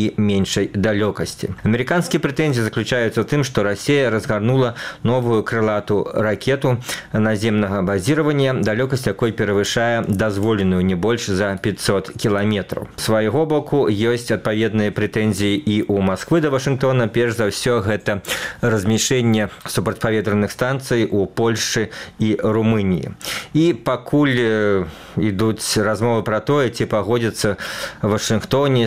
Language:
Belarusian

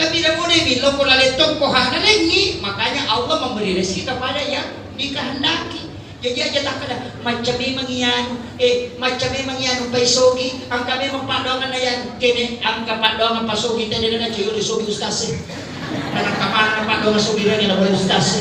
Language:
Buginese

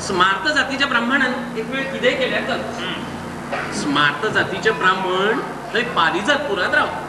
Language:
Konkani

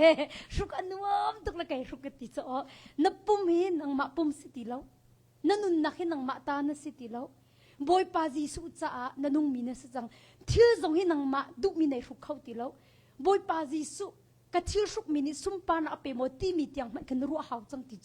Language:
Hakha Chin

